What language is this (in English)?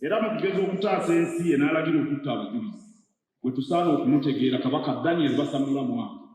Ganda